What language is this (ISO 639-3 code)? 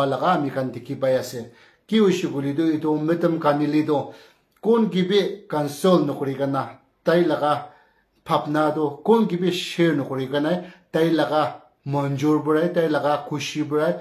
nag